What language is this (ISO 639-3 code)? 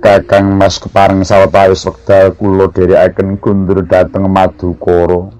jav